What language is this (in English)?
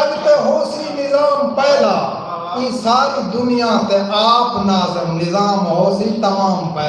Saraiki